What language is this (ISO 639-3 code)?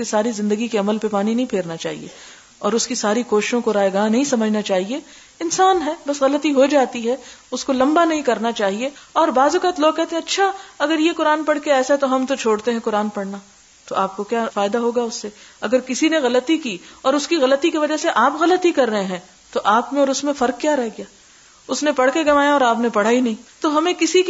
urd